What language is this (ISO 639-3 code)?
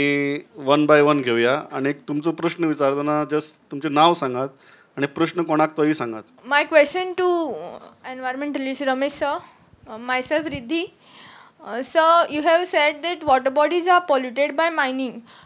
kok